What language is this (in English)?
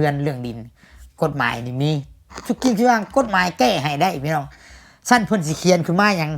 Lao